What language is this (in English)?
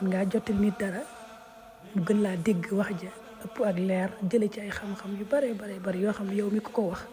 Wolof